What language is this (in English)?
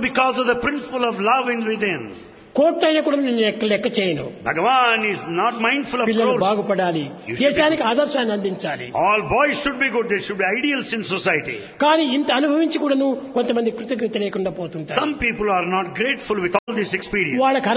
Telugu